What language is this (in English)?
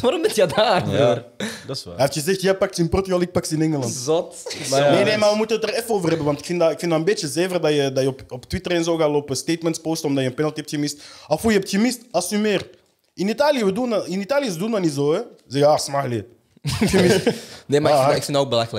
Dutch